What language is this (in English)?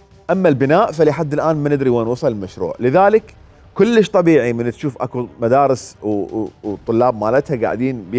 Mesopotamian Arabic